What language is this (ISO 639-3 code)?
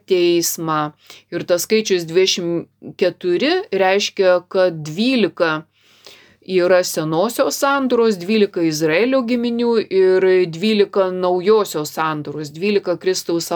lit